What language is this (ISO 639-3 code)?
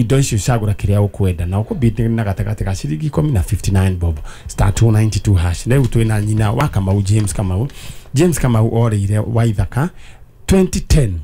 kik